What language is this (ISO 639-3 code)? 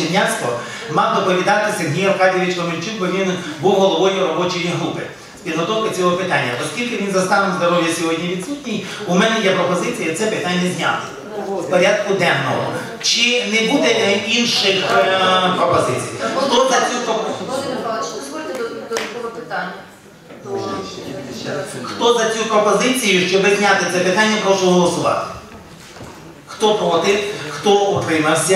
ukr